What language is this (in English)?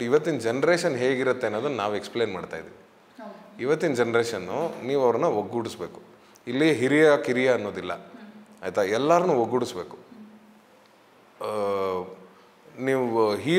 Kannada